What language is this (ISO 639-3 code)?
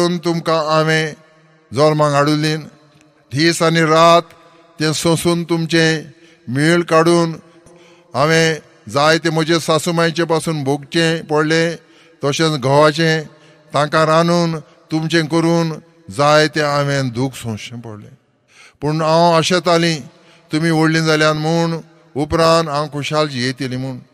kok